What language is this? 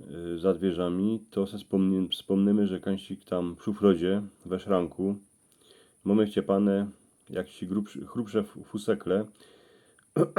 Silesian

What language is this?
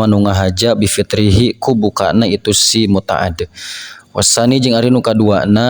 Sundanese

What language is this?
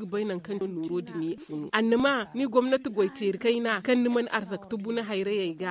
Zarma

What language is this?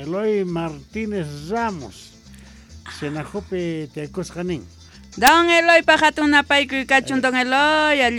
South Bolivian Quechua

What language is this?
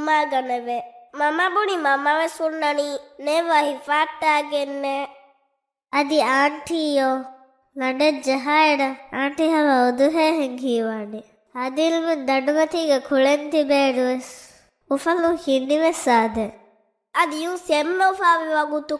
Divehi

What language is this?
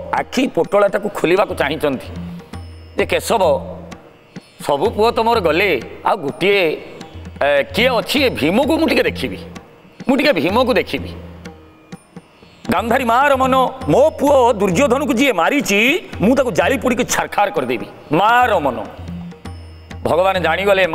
Odia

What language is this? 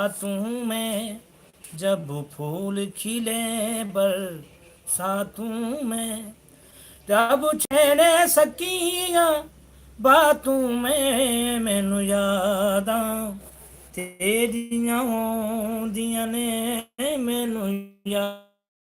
Saraiki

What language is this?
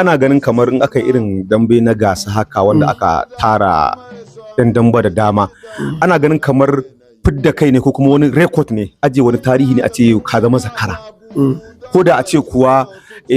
Hausa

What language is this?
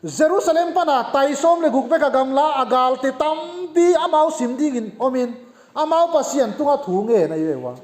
Tedim Chin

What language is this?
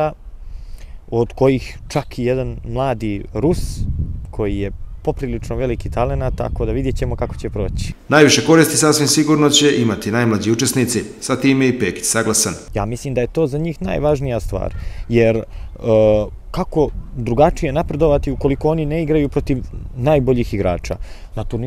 Bosnian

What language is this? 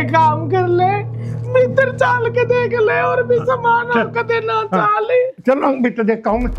Haryanvi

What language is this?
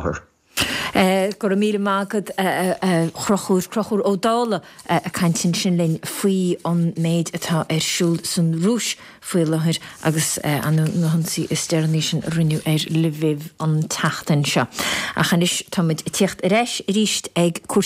Irish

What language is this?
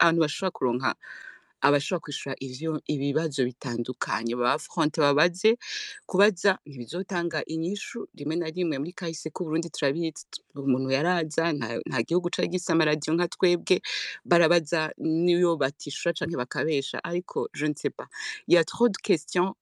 Rundi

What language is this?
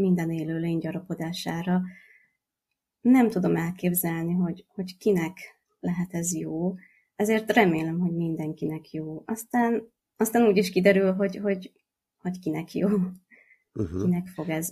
Hungarian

